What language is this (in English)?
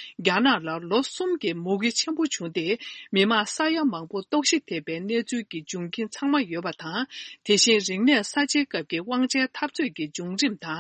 Tibetan